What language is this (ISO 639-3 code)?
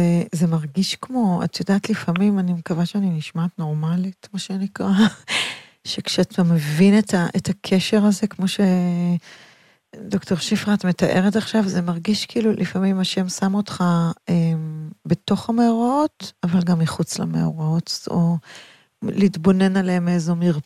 heb